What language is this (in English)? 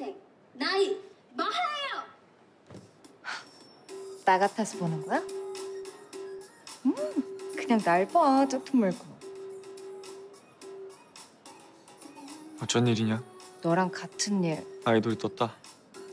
Korean